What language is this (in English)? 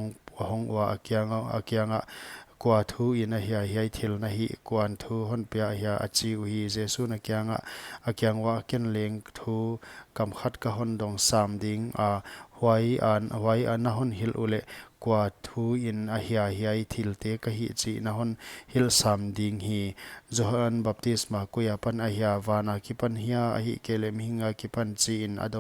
Paite Chin